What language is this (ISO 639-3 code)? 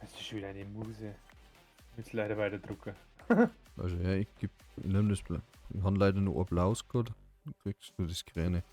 bar